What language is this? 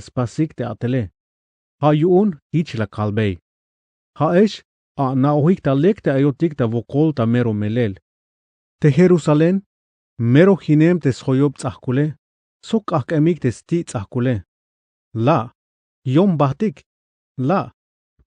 Tzeltal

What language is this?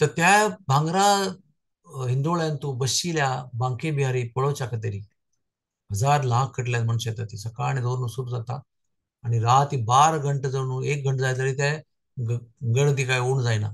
Konkani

